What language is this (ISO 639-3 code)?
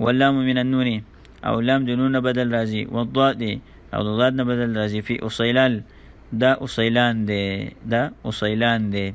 pus